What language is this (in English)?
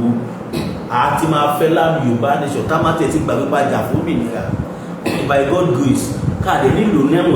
Yoruba